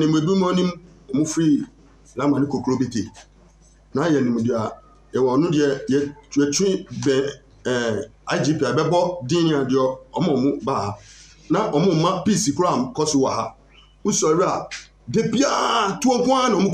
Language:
Akan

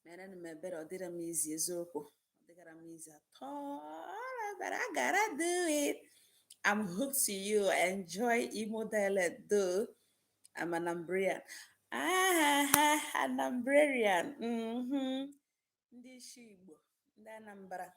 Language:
Igbo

